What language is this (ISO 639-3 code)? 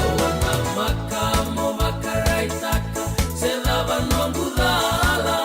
fij